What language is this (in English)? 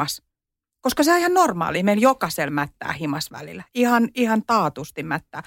Finnish